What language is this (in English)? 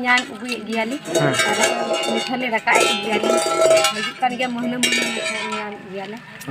Santali